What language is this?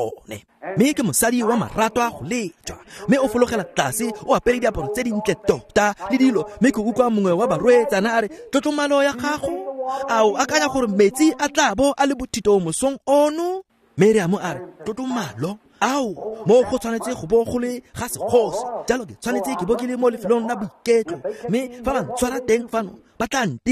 Tswana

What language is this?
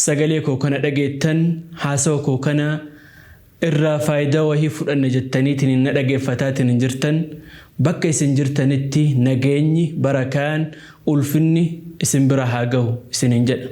Oromo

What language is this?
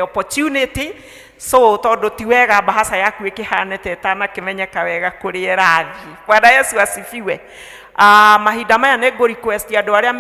Kikuyu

